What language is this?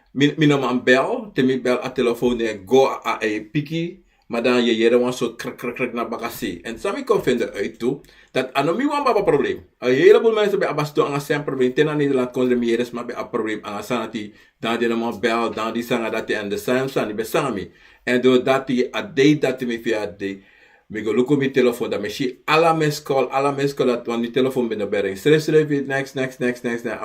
Sranan Tongo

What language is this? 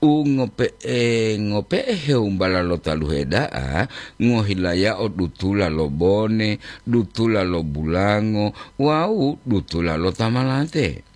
Gorontalo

